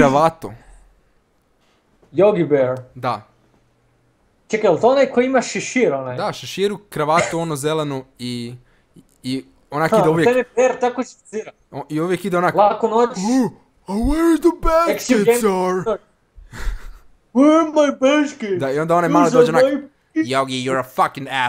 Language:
Croatian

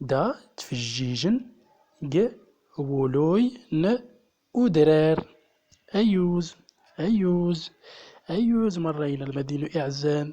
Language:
Central Atlas Tamazight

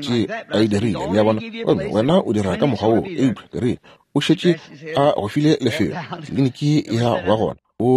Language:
Northern Sotho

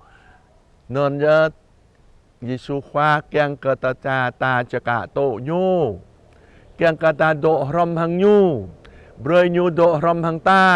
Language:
Jarai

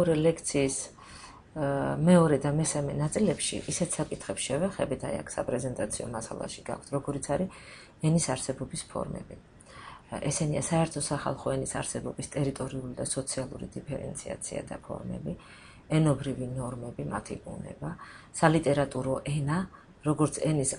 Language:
Georgian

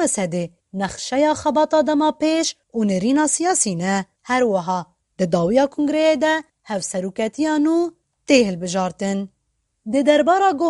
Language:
Kurdish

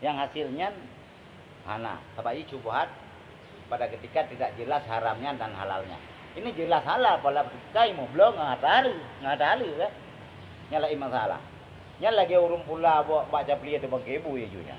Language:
Achinese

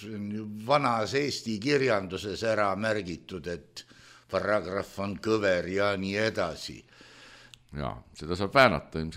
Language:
Estonian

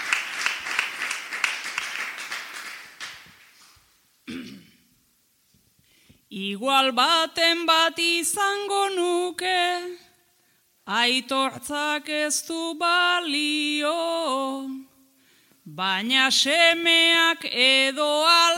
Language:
Basque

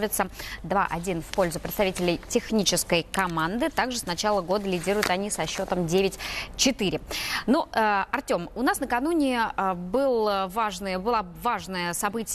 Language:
Russian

